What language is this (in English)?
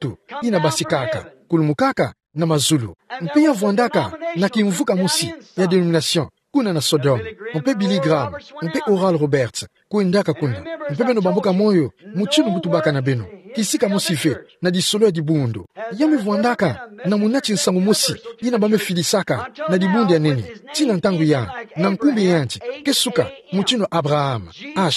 Kituba (Democratic Republic of Congo)